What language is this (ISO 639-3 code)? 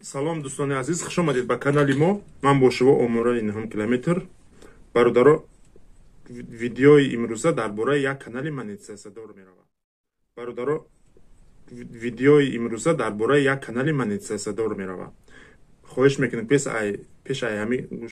tgk